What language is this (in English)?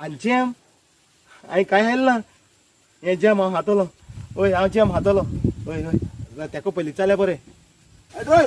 Konkani